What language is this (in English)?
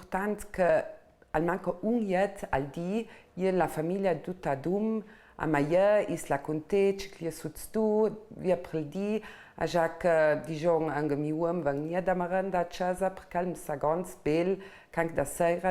Ladin